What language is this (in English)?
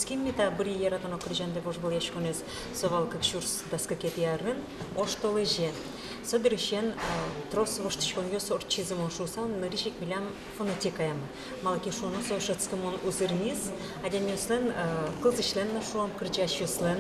Udmurt